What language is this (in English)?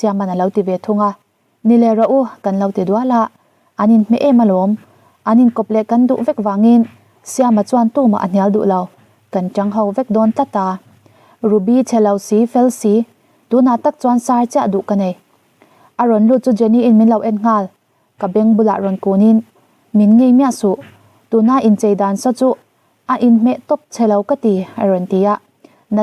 Mizo